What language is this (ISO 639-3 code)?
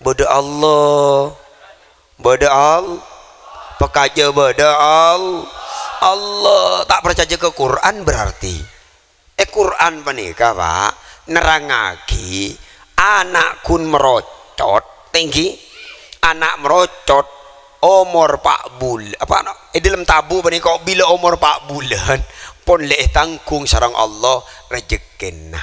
mad